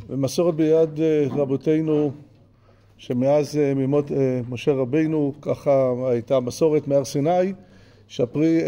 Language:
Hebrew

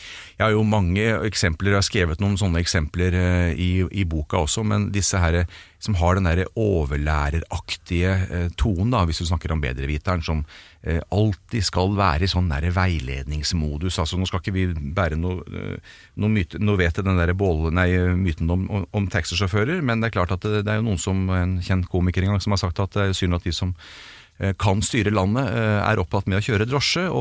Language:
Norwegian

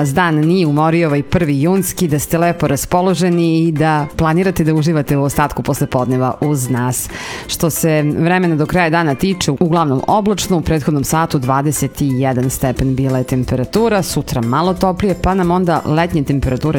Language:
Serbian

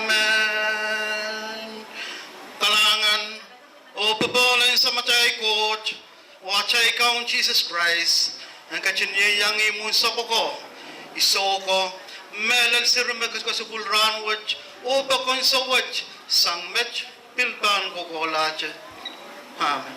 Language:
Pohnpeian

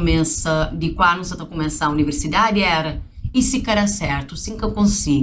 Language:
Kabuverdianu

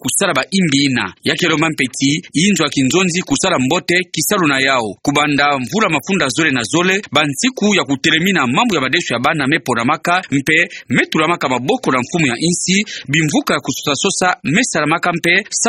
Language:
Kituba (Democratic Republic of Congo)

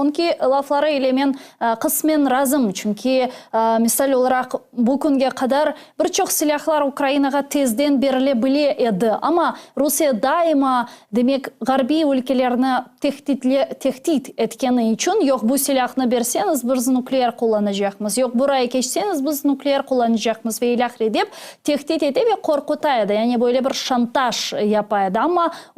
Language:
Crimean Tatar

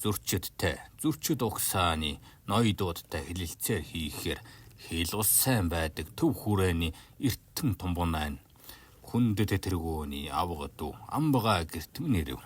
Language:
Mongolian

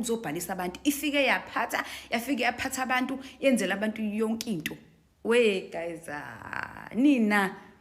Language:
Zulu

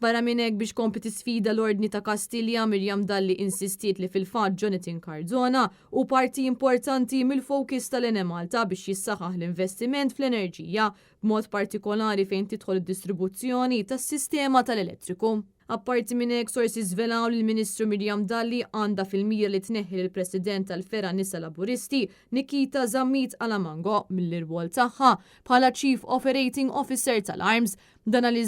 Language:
Maltese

